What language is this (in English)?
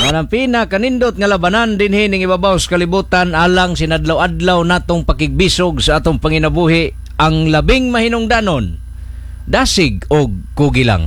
Cebuano